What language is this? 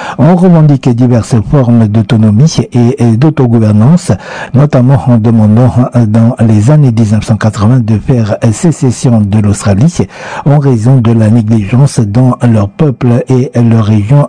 French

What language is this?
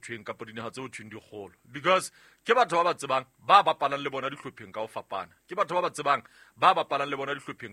Southern Sotho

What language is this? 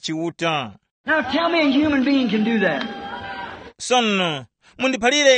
Tumbuka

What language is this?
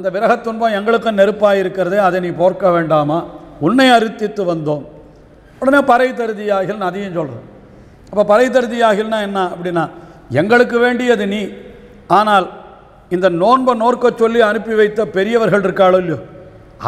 Tamil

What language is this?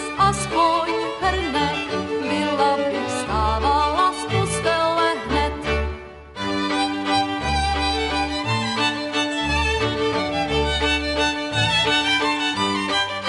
Czech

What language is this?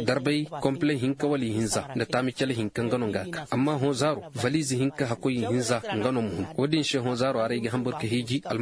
Zarma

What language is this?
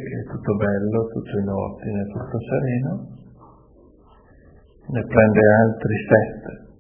Italian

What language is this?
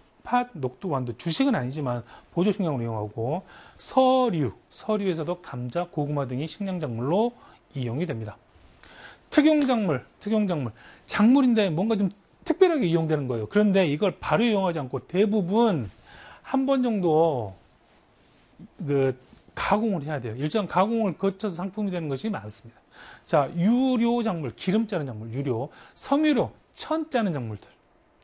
Korean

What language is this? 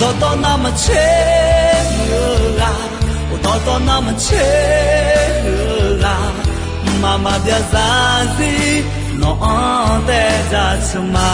Akha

